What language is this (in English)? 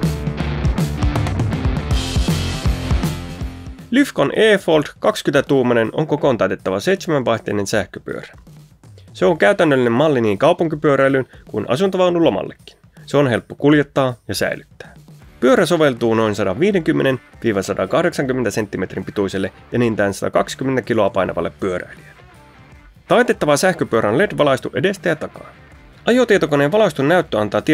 Finnish